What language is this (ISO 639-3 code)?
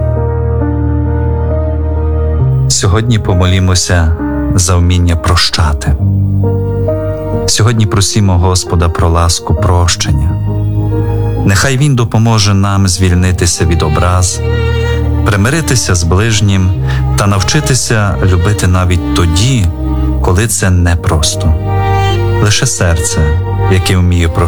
ukr